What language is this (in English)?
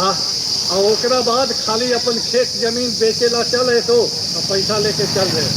Magahi